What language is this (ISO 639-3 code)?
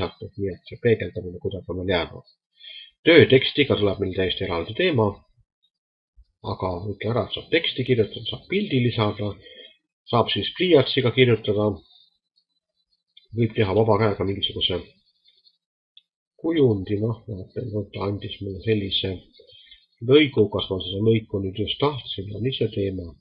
est